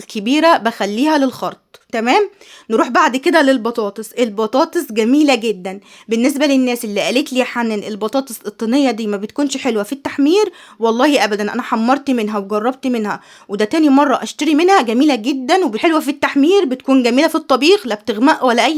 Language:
Egyptian Arabic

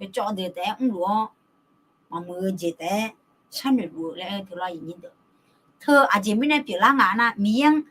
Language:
Akha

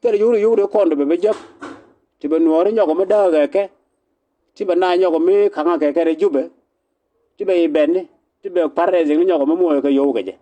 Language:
Nuer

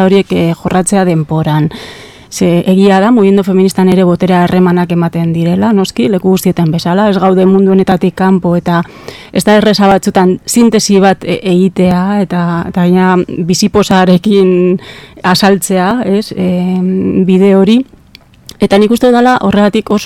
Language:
Basque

